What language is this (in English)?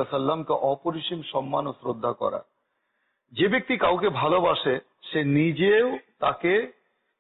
Bangla